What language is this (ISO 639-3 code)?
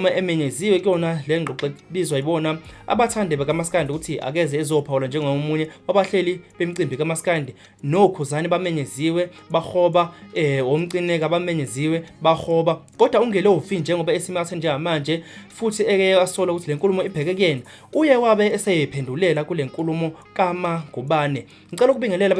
zul